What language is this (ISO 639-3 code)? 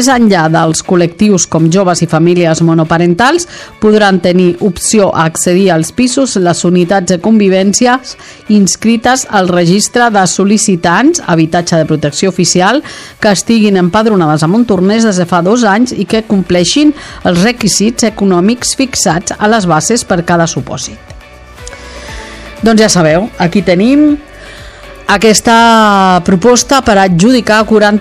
cat